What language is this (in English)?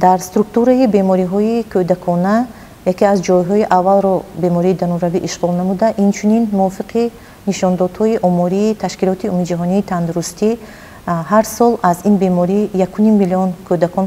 Tajik